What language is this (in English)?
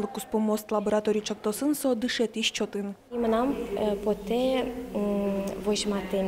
Udmurt